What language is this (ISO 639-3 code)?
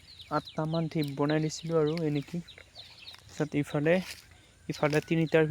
asm